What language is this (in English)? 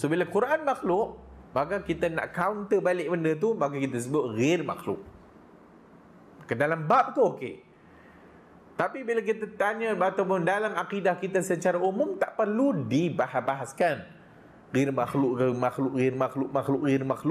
Malay